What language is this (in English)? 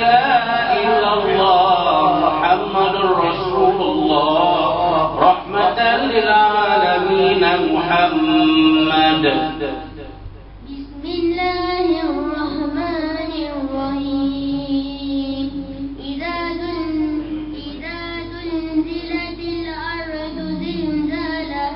Arabic